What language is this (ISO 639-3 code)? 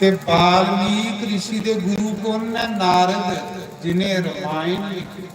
doi